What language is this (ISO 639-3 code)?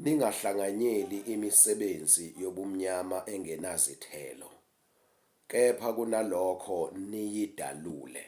zul